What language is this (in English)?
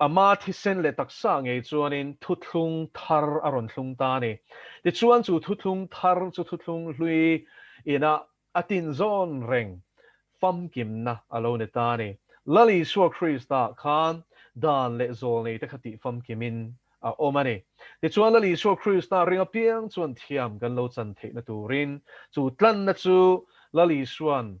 Mizo